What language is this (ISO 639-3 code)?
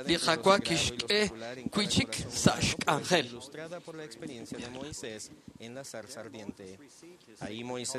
kek